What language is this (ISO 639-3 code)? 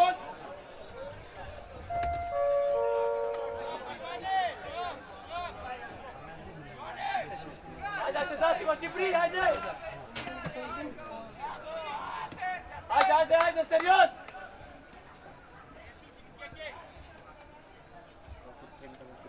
ron